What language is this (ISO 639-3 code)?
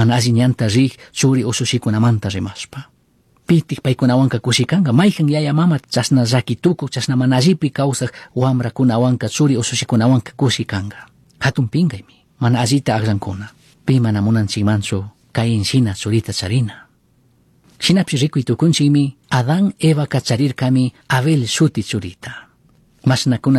qug